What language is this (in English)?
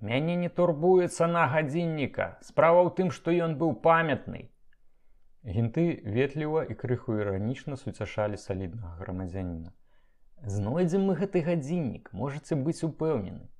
Belarusian